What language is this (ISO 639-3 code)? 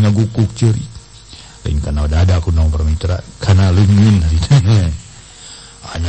sun